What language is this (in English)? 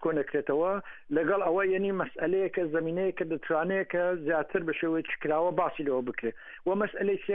Central Kurdish